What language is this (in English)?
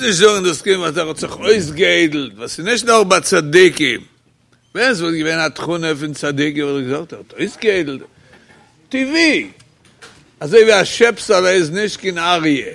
Yiddish